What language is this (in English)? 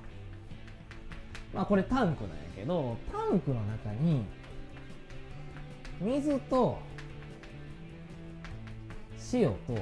Japanese